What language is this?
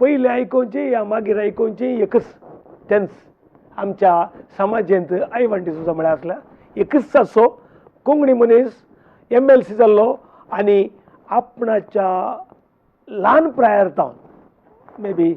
Konkani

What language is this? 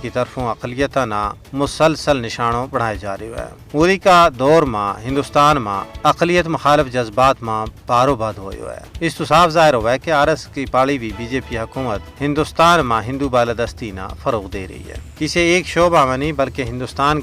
Gujari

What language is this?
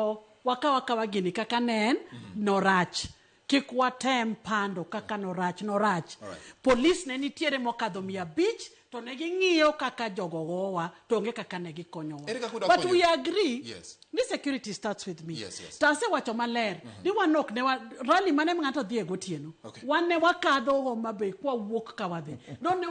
Luo (Kenya and Tanzania)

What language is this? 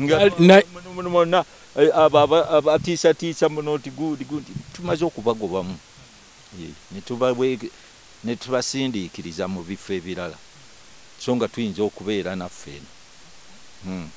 Ganda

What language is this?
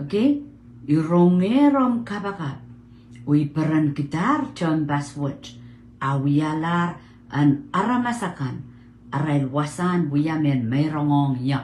Pohnpeian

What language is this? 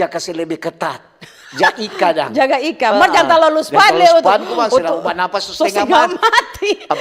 Manado Malay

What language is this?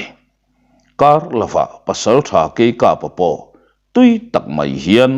Mizo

